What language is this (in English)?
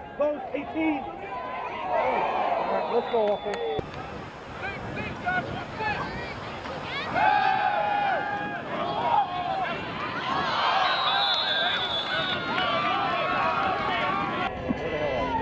English